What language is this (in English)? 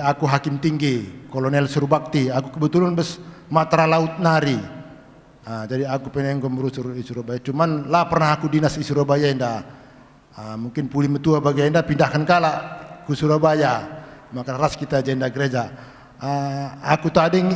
Batak Karo